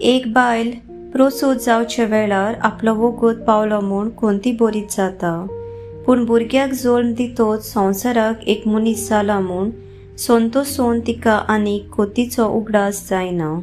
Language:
Konkani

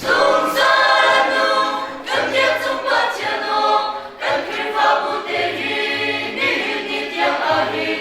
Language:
Hakha Chin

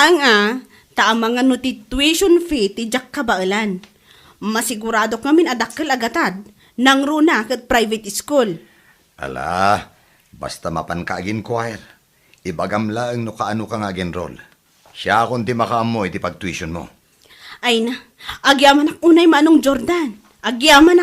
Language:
Iloko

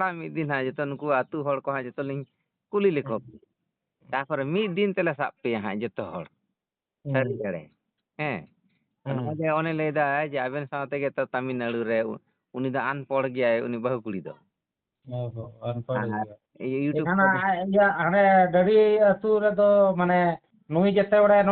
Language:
Santali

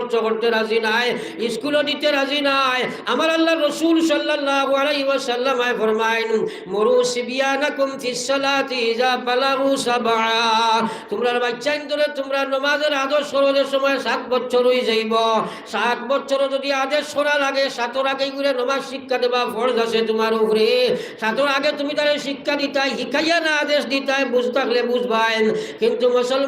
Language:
Sylheti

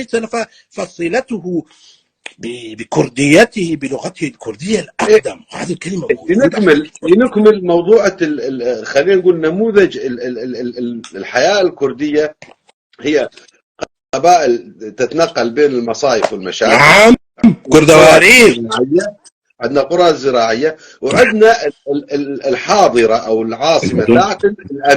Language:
North Levantine Arabic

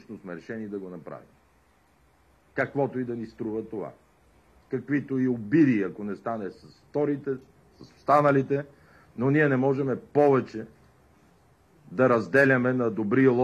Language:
Bulgarian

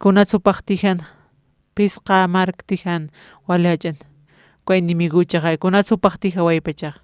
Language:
Aymara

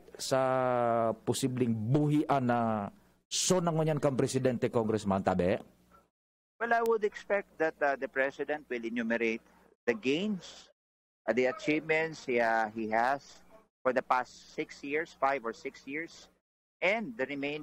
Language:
Bikol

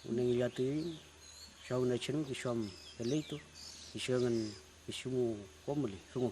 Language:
Mapuche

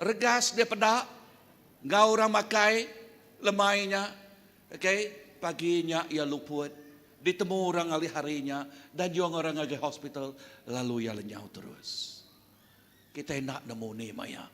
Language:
Iban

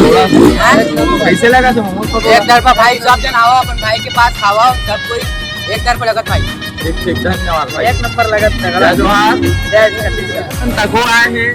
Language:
Chhattisgarhi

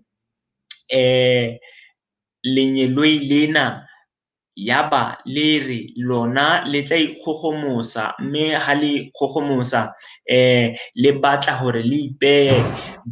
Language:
Southern Sotho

